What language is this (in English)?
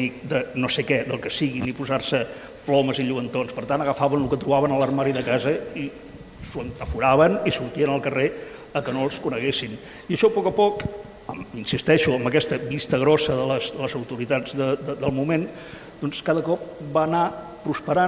Catalan